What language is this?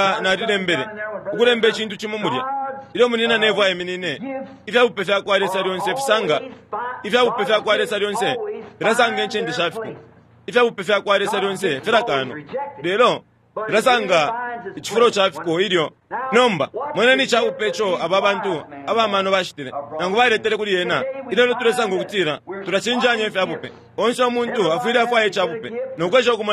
Bemba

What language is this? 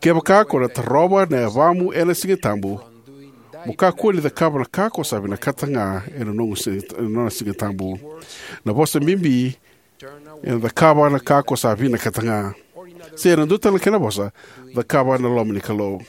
Fijian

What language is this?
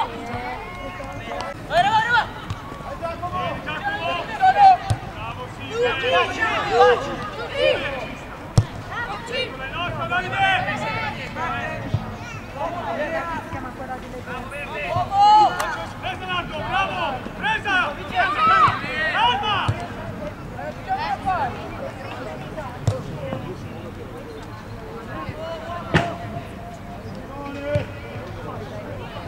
Italian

